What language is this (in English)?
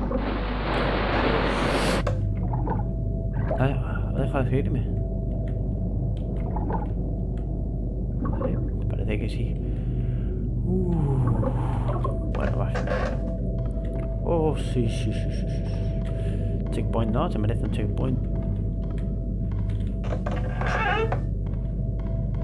Spanish